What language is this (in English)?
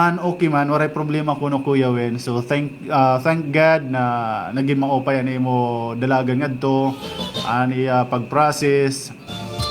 Waray